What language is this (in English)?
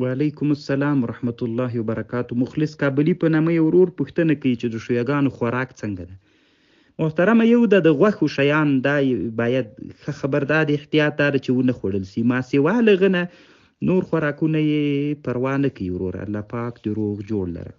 Pashto